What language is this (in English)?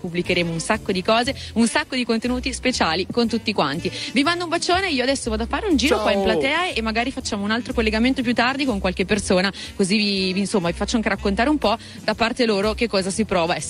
Italian